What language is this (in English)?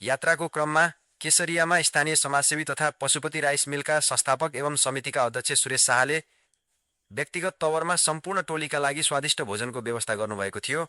Nepali